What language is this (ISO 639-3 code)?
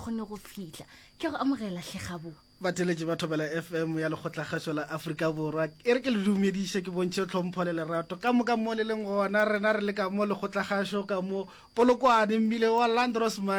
nso